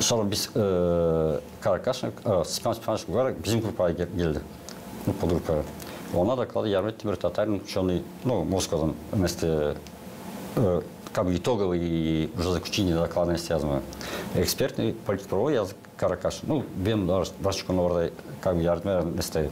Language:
Gagauz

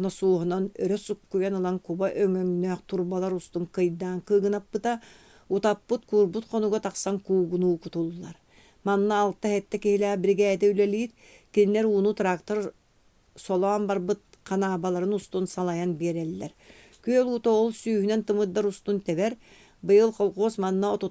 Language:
Yakut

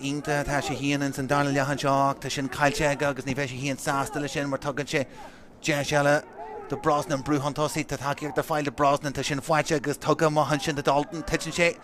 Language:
Irish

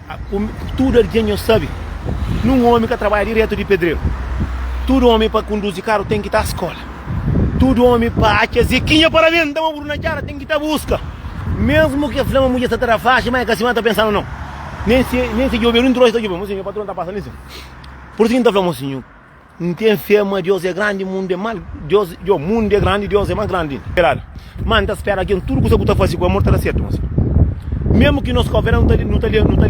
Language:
Kabuverdianu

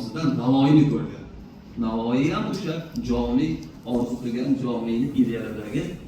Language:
Uzbek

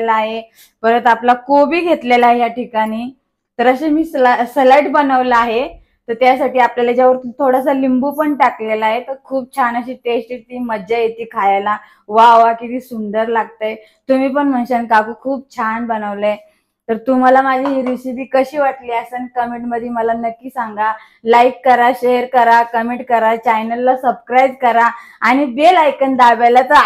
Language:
Marathi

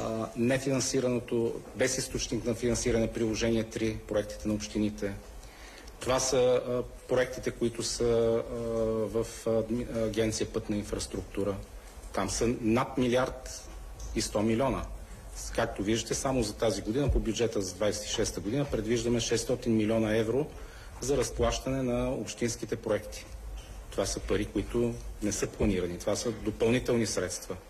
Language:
Bulgarian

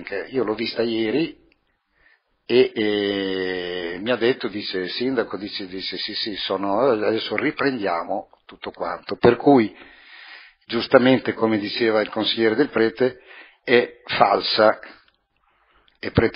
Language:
Italian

